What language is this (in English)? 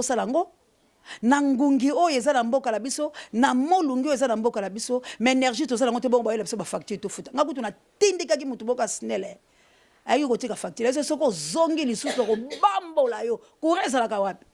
Lingala